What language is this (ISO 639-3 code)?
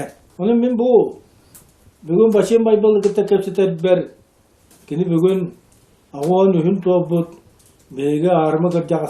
sah